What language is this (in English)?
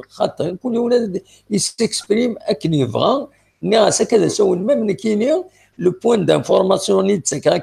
Kabyle